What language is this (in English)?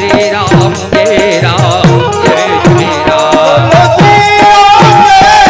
Chhattisgarhi